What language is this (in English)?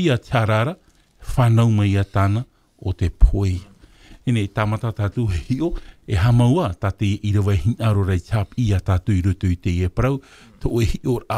Tahitian